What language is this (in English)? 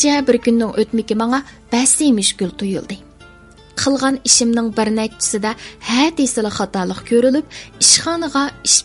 Uyghur